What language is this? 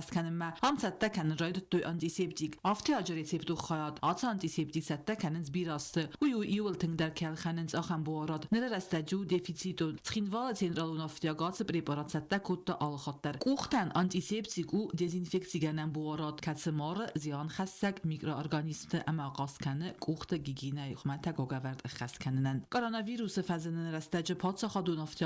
Ossetic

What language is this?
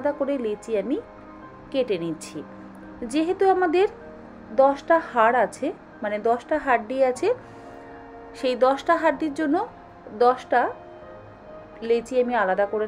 Bangla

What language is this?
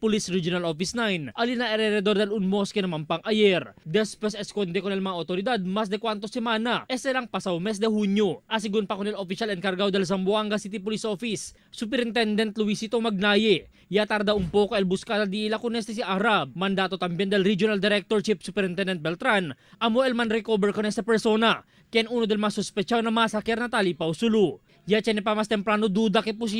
Chavacano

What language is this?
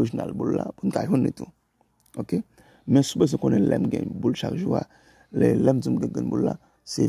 Haitian Creole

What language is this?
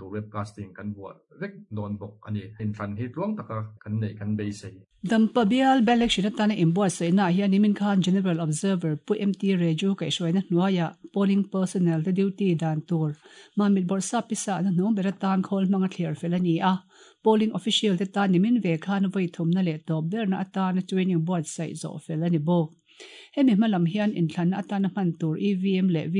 Mizo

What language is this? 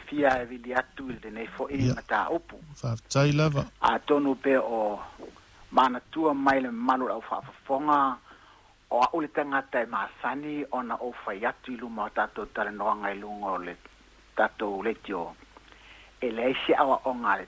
Samoan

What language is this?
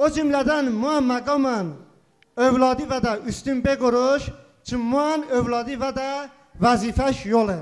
Talysh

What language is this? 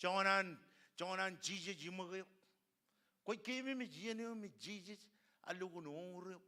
Marshallese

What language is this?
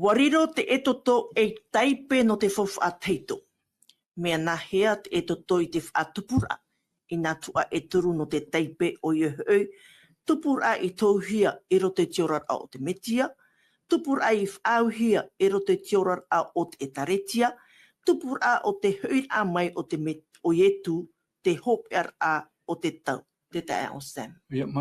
Tahitian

